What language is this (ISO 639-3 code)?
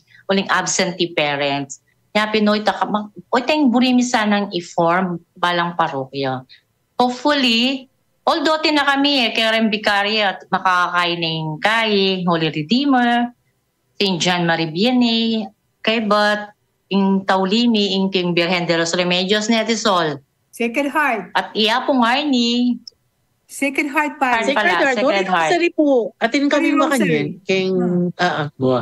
pam